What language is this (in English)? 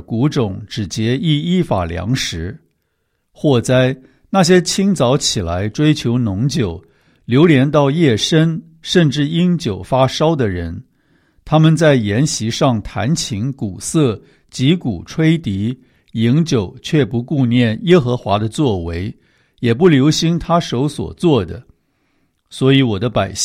Chinese